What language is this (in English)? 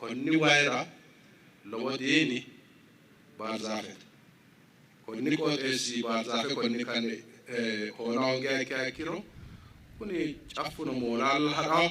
Sidamo